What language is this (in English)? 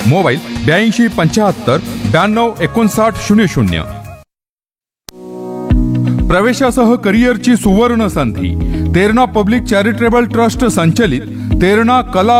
Marathi